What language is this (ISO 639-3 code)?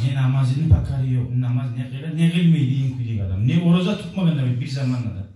kum